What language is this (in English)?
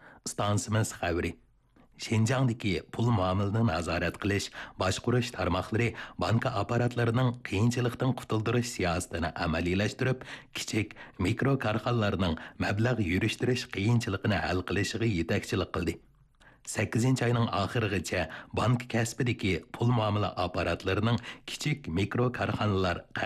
Uyghur